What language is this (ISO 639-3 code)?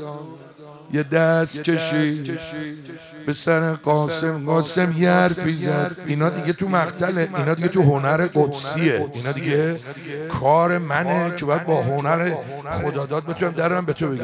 fas